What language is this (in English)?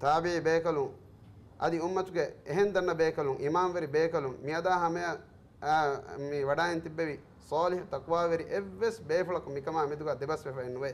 Divehi